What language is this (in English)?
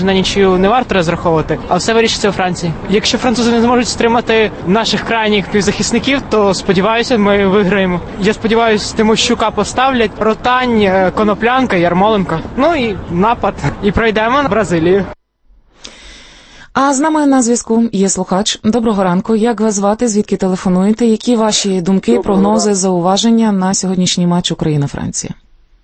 Ukrainian